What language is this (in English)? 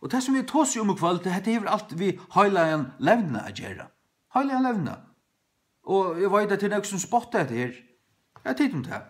Faroese